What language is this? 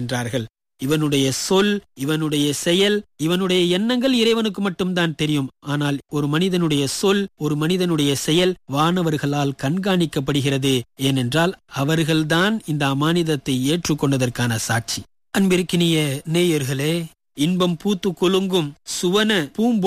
Tamil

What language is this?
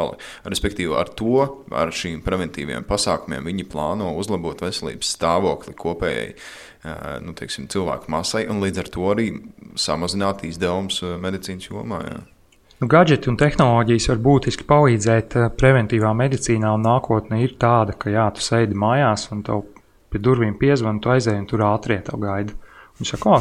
Latvian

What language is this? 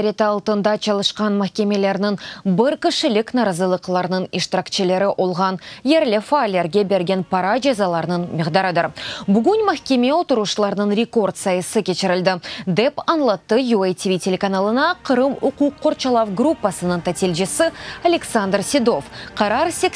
Crimean Tatar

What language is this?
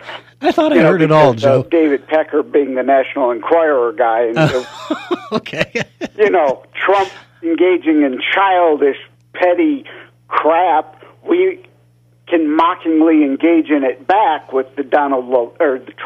English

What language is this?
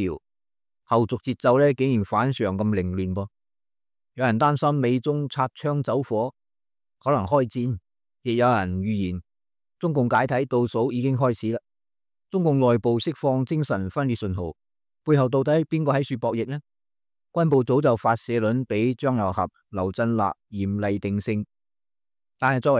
Cantonese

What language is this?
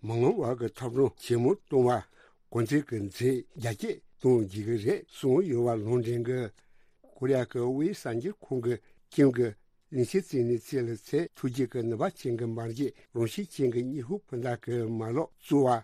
Tibetan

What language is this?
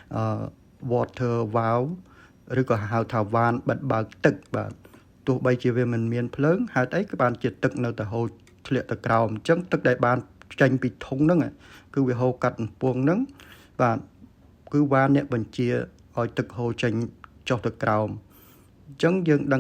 Khmer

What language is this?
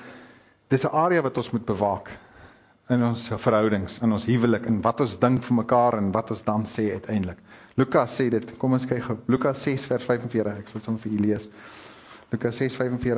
Afrikaans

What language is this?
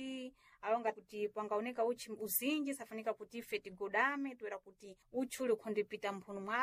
Sena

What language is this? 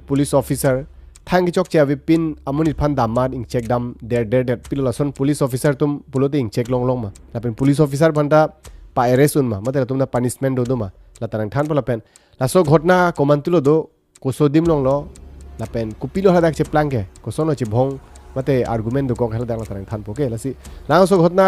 Karbi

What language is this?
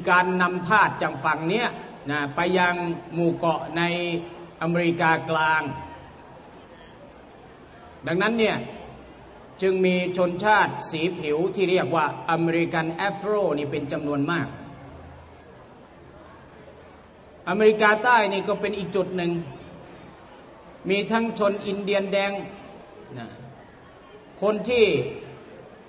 Thai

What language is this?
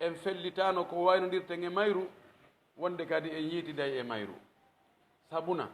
Pular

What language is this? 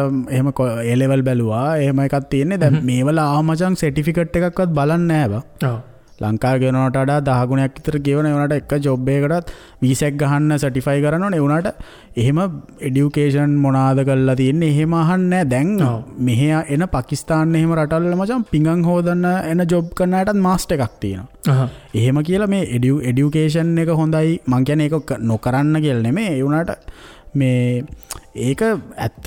Sinhala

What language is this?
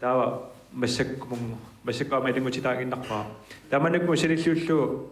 Kalaallisut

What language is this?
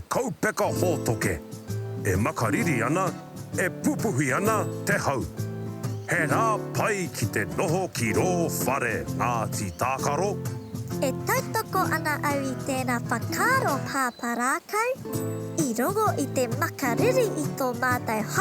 Māori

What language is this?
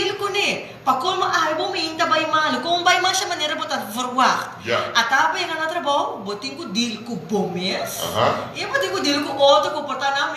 Papiamento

